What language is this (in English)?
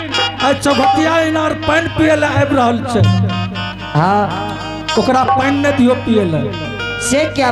Angika